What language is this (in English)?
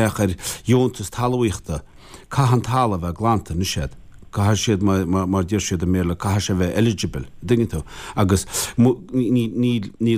Irish